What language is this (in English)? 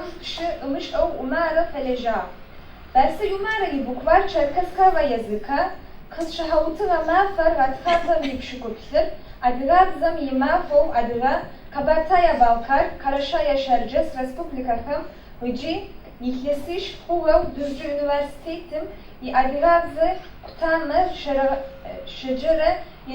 Adyghe